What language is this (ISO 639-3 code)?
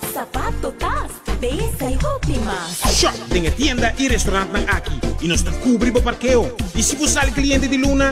pap